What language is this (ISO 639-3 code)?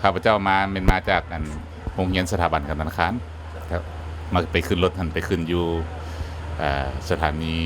lao